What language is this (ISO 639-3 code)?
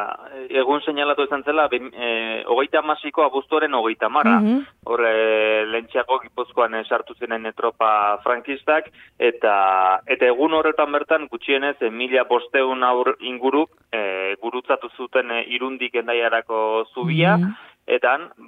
eus